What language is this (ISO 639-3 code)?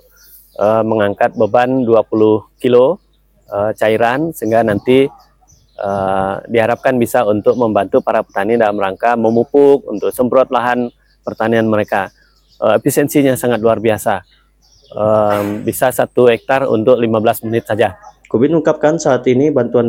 ind